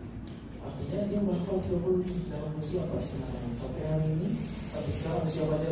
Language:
Indonesian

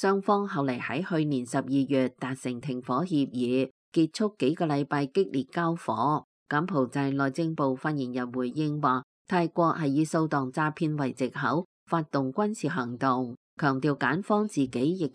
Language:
Cantonese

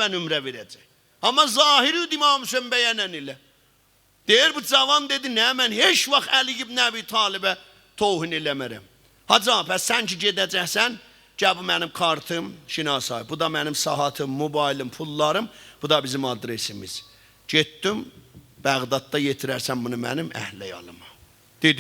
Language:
South Azerbaijani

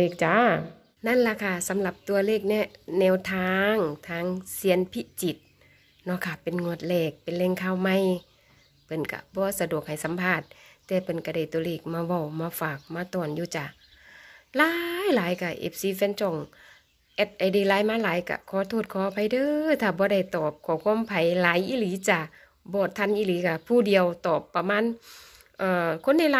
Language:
Northeastern Thai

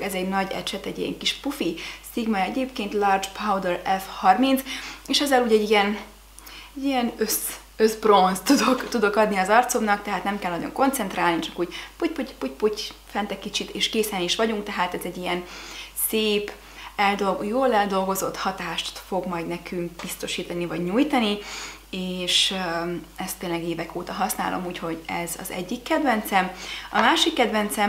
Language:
Hungarian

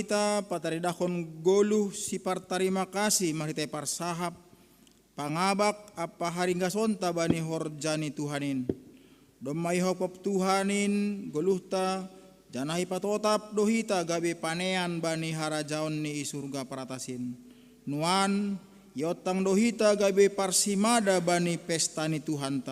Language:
Batak Simalungun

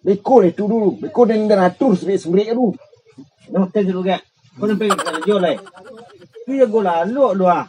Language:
Minangkabau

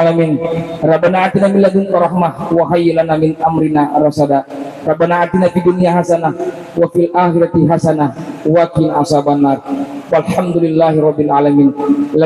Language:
Buginese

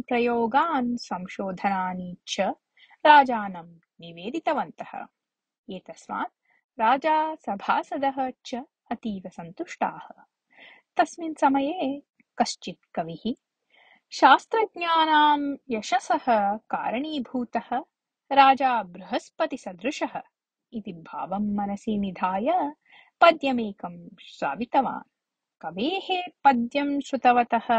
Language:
Sanskrit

